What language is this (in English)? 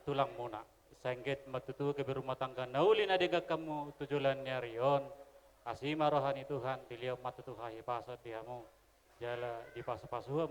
Batak Toba